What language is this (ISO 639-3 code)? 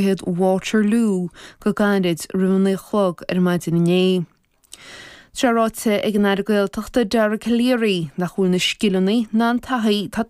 gle